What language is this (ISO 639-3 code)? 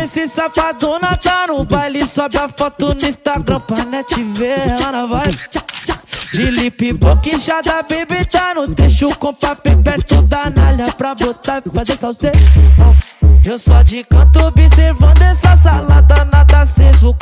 por